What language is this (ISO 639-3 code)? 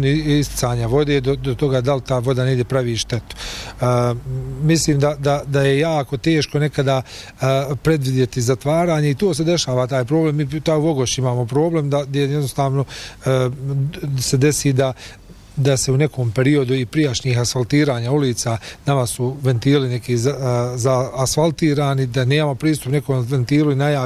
bos